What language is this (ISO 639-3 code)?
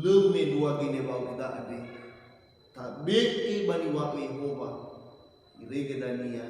nia